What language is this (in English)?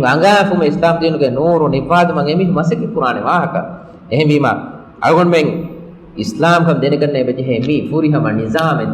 Divehi